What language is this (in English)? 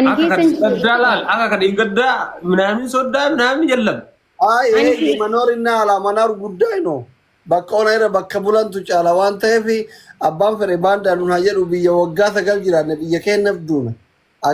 Oromo